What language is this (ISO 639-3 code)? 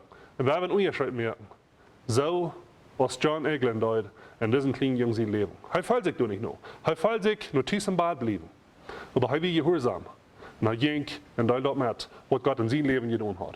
pdt